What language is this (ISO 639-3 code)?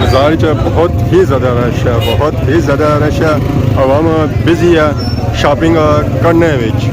phr